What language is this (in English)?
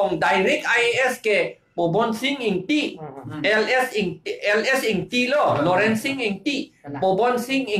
Karbi